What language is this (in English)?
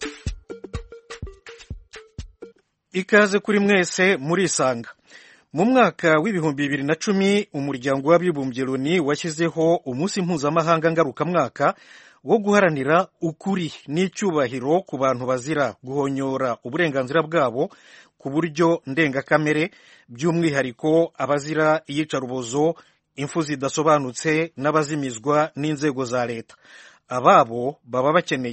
Kinyarwanda